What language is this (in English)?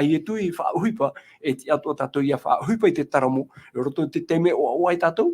Tahitian